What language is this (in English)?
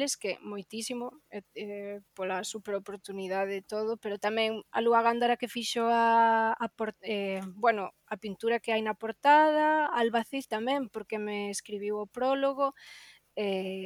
Galician